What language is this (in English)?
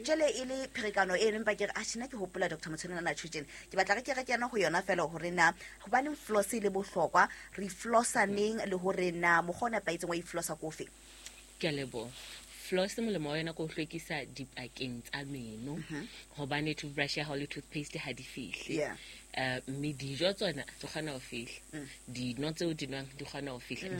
Southern Sotho